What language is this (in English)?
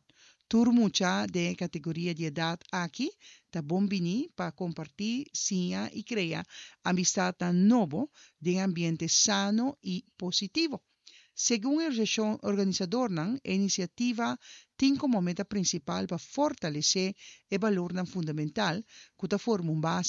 Papiamento